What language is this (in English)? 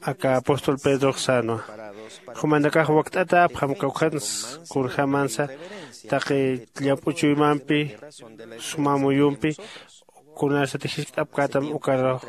Aymara